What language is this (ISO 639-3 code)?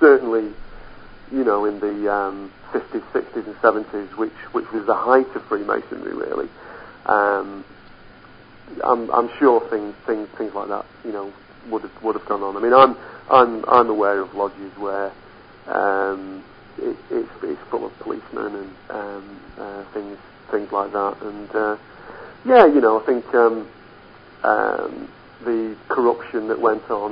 eng